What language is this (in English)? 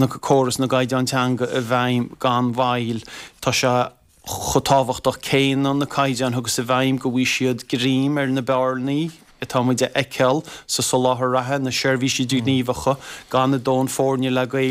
Irish